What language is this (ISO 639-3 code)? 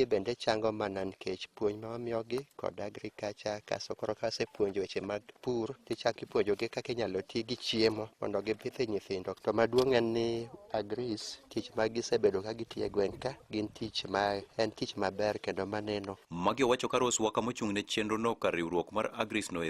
luo